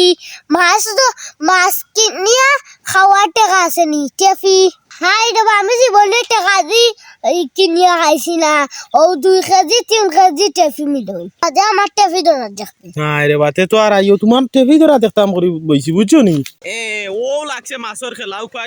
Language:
Sylheti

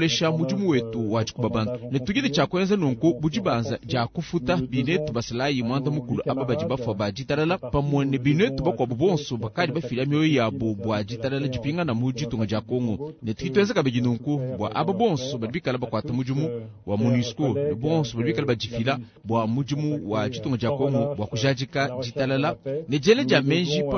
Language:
Luba-Lulua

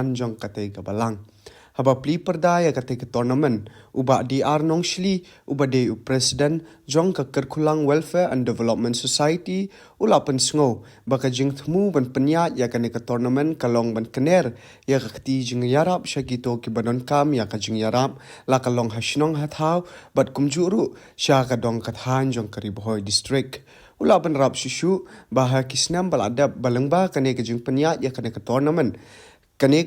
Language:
Khasi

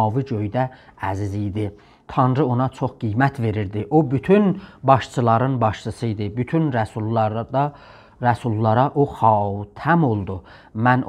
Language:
South Azerbaijani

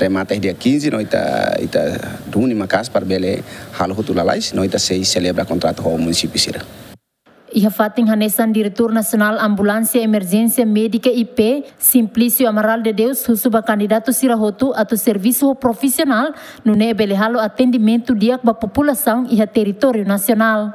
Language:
Tetum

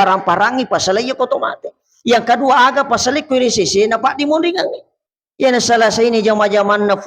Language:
Buginese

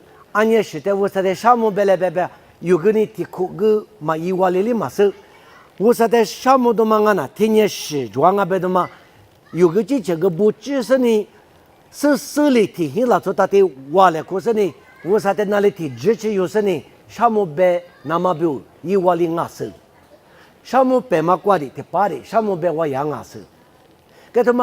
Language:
Lisu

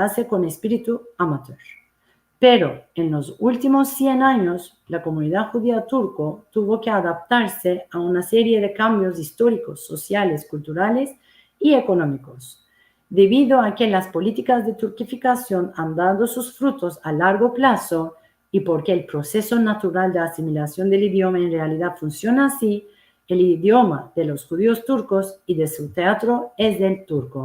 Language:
Ladino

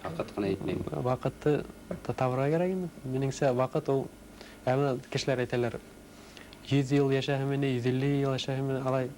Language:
Bashkir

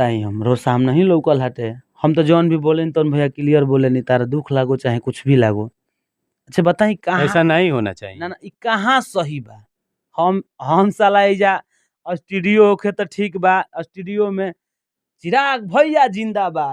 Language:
Bhojpuri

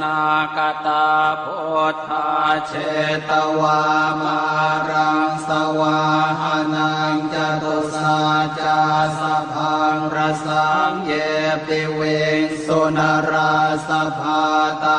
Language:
Pali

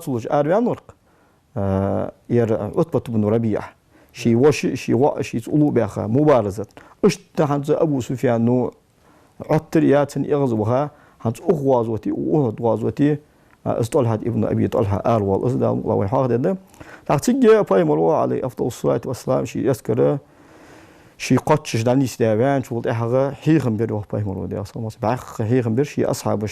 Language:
Ingush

